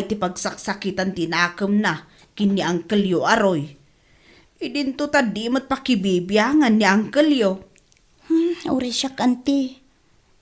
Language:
Iloko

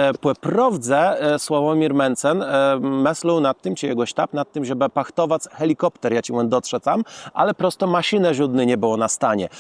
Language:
Kashubian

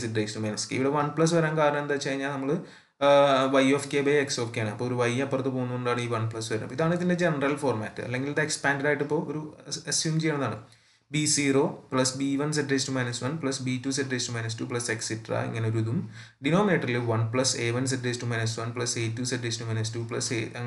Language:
Malayalam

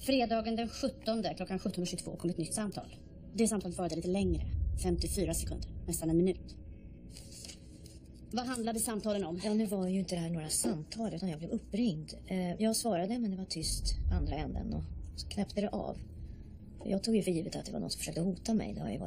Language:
Swedish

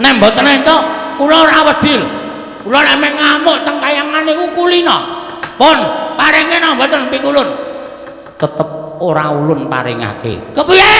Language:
Javanese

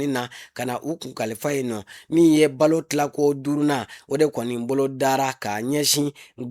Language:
Bambara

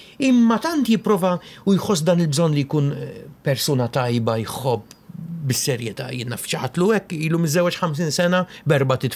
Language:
Maltese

